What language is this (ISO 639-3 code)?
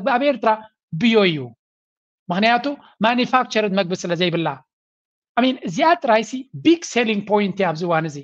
tir